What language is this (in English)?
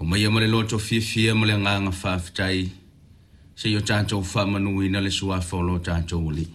Samoan